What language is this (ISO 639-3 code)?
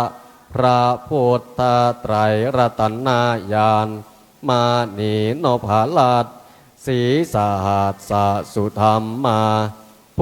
pli